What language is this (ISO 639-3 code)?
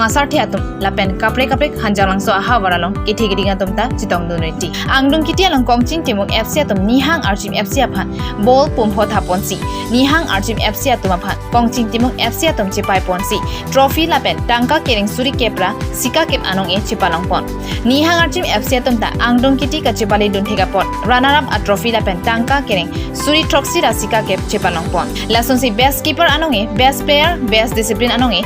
mjw